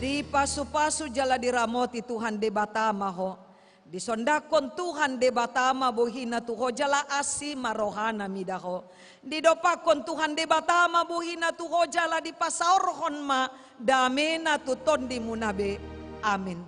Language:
Batak Toba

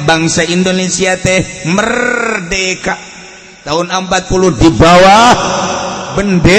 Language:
Sundanese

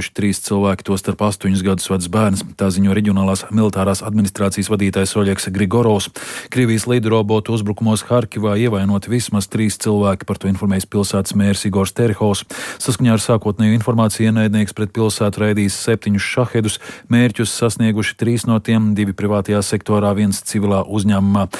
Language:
Latvian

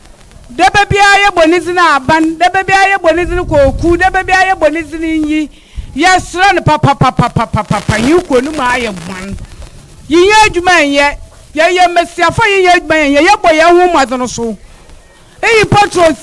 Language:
Akan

